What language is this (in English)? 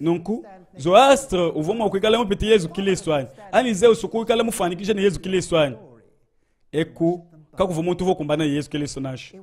Luba-Lulua